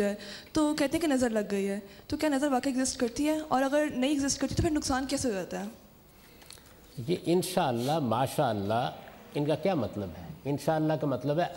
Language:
Urdu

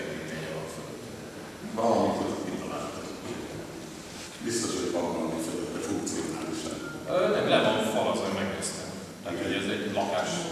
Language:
Hungarian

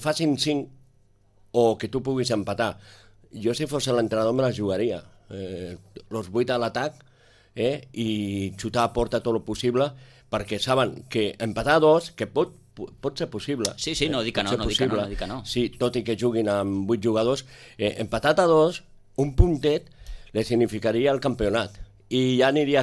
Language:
Catalan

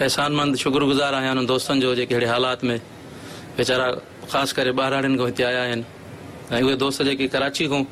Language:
Sindhi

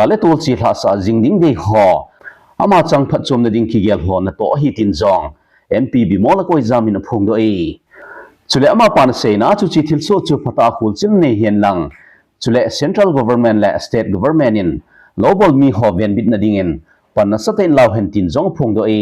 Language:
Thado Chin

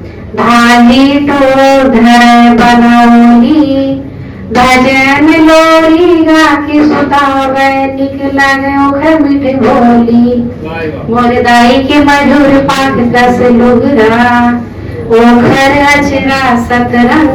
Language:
Chhattisgarhi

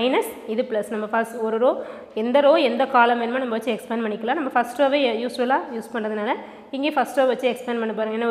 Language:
Tamil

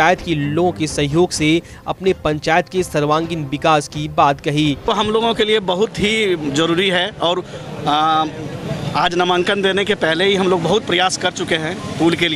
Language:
Hindi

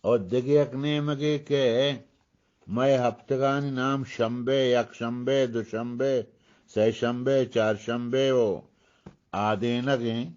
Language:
Eastern Balochi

